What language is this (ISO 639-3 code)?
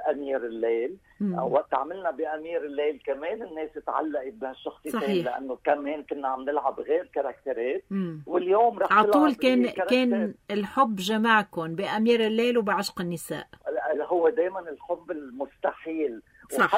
apc